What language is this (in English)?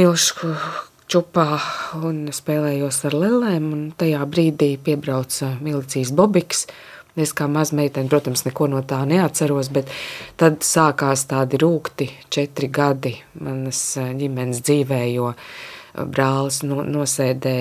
Latvian